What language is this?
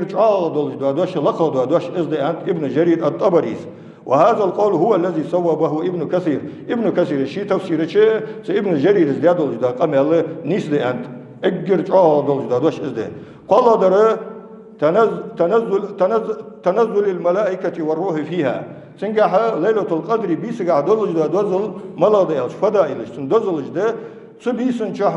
Ingush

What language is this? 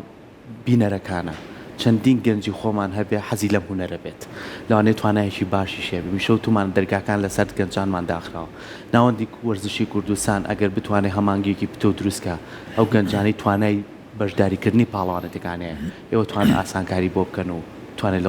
Central Kurdish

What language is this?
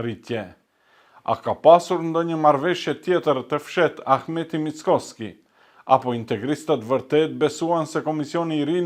Albanian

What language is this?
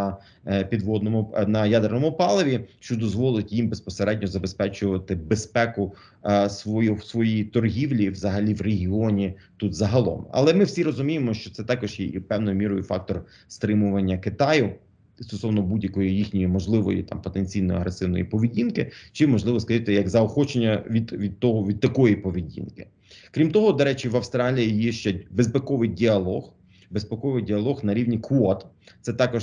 Ukrainian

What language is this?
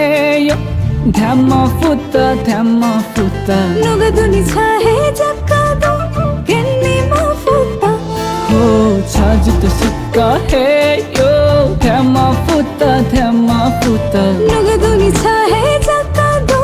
Newari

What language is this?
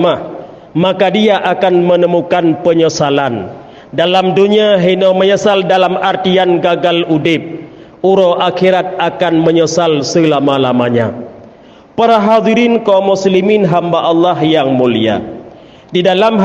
Achinese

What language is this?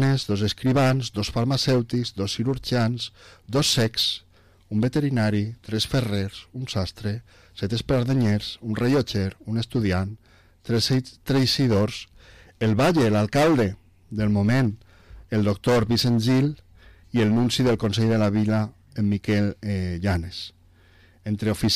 Catalan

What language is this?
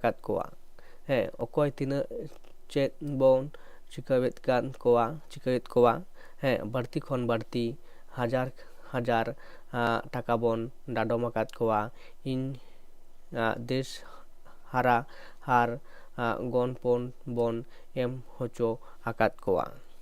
Santali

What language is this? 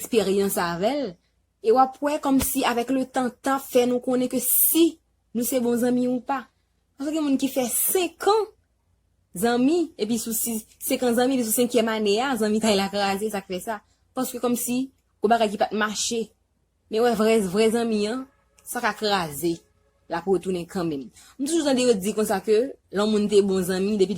Haitian Creole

